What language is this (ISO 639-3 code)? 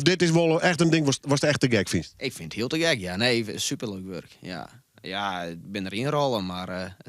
fry